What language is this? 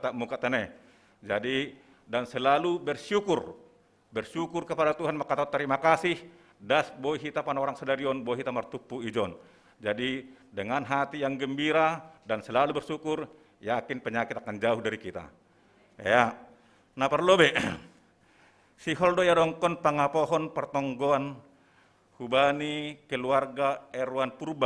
Batak Simalungun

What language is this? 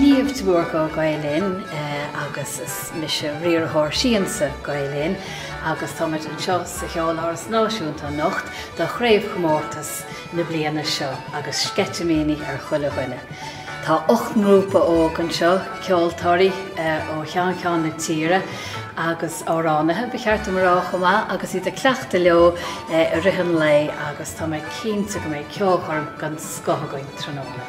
Irish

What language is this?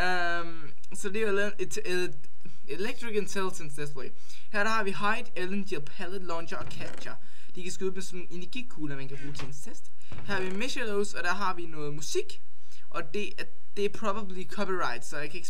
Danish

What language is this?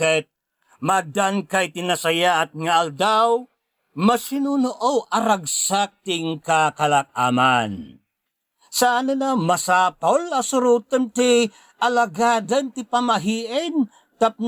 Iloko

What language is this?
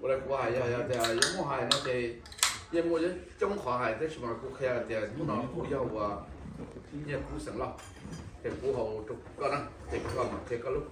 Hmong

